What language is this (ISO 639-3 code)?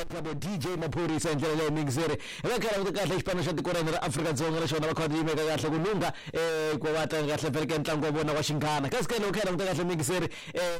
tso